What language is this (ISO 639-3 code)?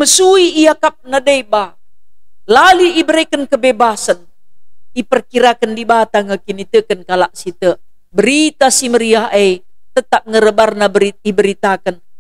btx